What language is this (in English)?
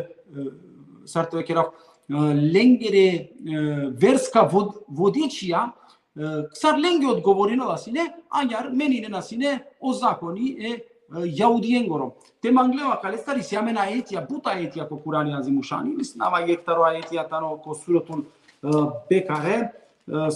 Balkan Romani